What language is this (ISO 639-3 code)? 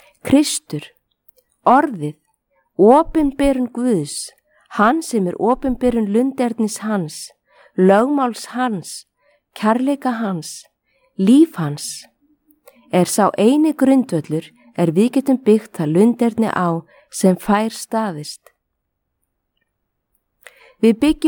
isl